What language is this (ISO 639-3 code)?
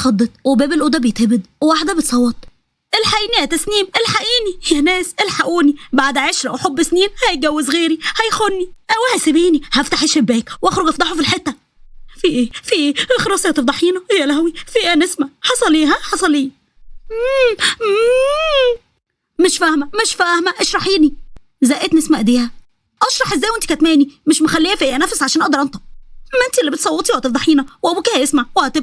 arz